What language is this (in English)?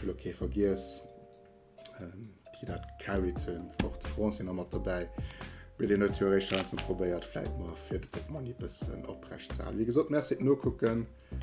Luxembourgish